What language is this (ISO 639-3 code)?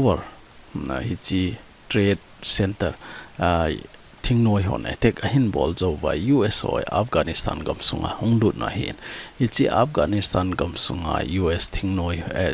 tcz